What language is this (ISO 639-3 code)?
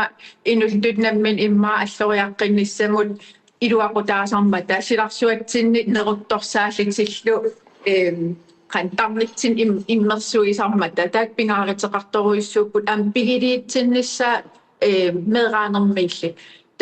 kal